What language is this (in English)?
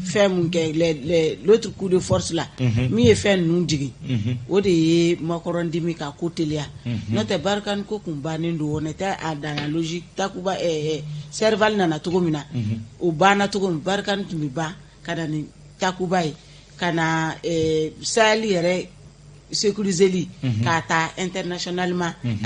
Bambara